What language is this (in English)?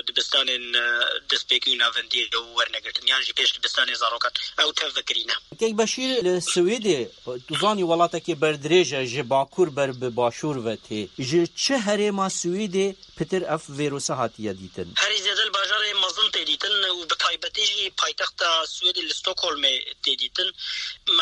Kurdish